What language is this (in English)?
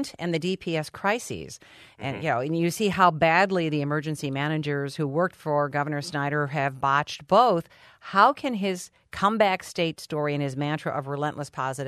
English